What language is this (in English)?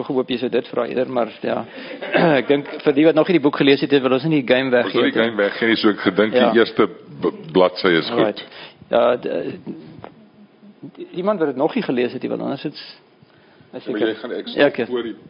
Afrikaans